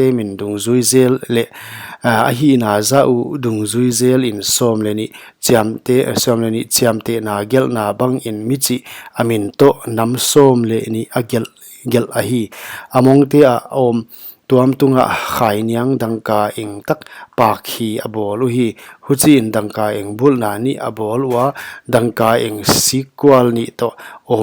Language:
Paite Chin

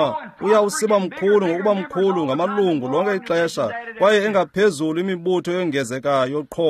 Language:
Xhosa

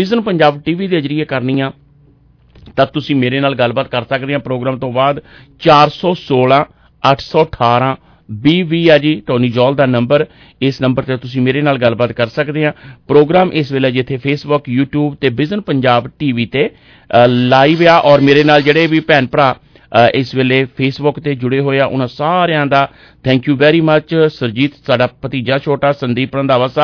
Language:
Punjabi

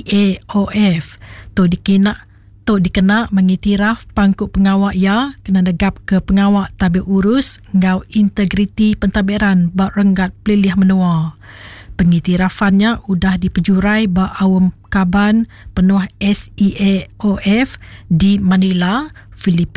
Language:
Iban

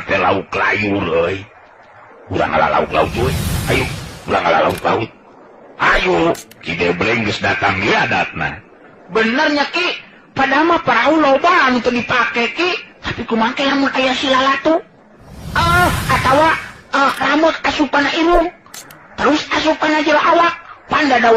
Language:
Sundanese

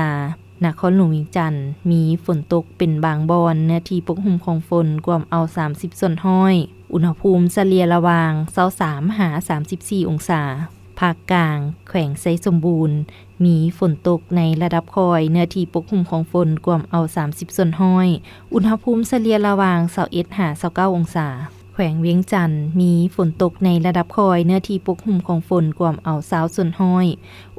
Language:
Lao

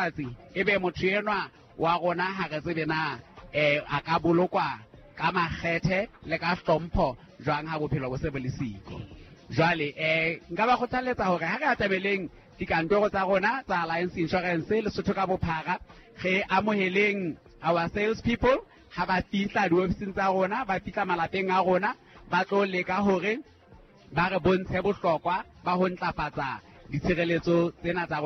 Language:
Southern Sotho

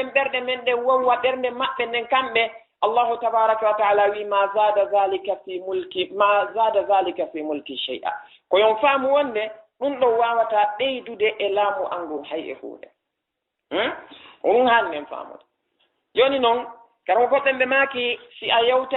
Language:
Fula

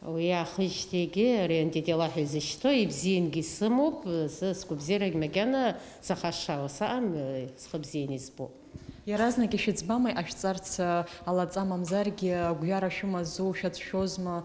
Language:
Abkhazian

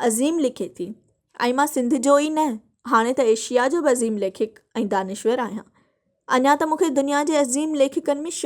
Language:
Sindhi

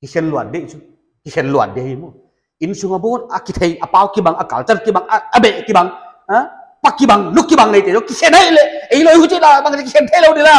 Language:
Paite Chin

